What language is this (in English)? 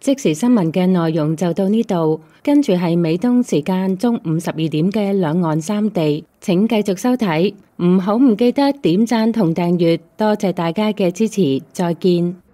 Cantonese